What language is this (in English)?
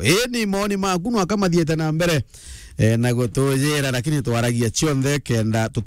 Meru